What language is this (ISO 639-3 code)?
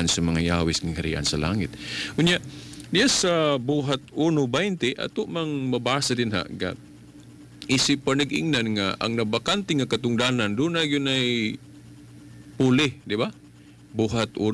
ceb